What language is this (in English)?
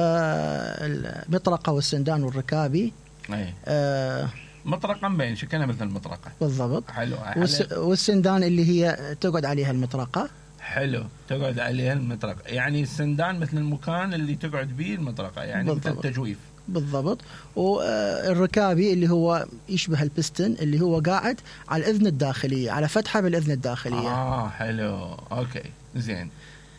Mesopotamian Arabic